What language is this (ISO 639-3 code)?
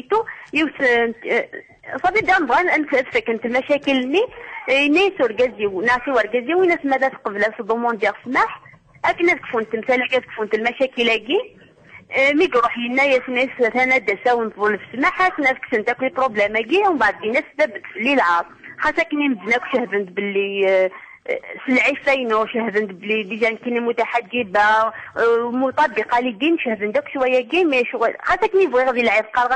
kab